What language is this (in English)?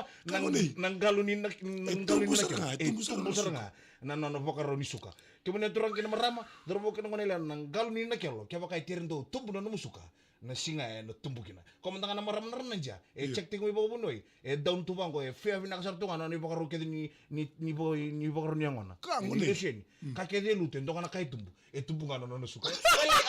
Fijian